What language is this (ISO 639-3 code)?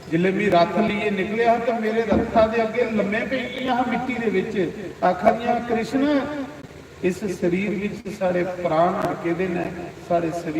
doi